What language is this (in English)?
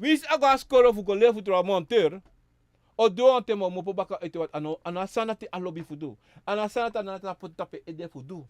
Sranan Tongo